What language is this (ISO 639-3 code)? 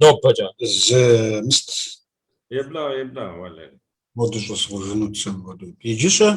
kbd